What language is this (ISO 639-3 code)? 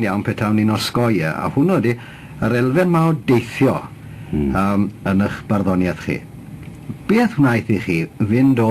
cym